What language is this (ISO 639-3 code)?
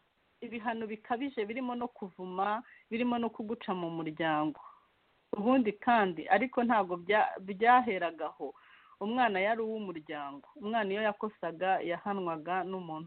kin